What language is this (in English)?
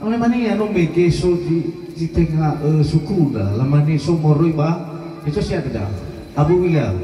Nias